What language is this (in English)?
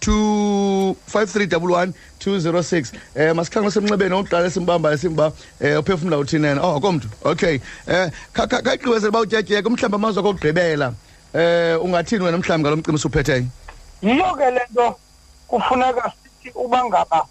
Xhosa